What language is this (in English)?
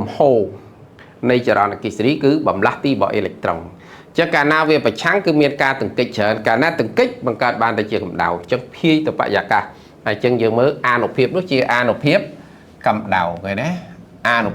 Khmer